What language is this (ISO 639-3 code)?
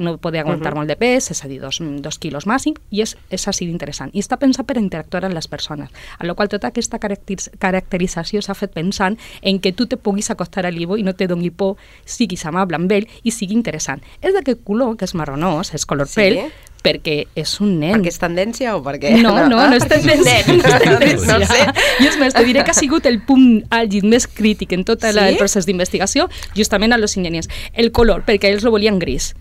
cat